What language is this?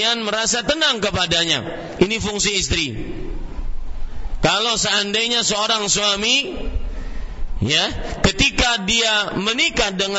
Indonesian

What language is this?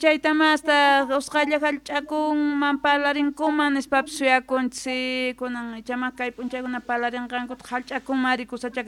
South Bolivian Quechua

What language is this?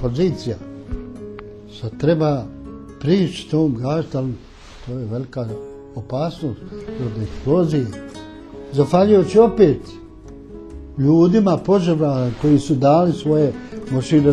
Bosnian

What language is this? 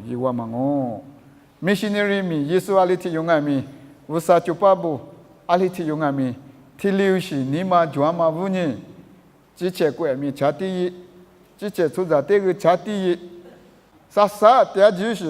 Lisu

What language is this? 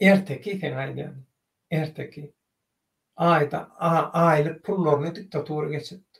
Turkmen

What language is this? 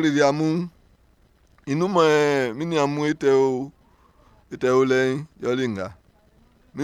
Baoulé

